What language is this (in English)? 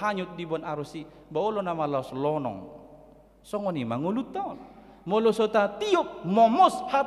Batak Toba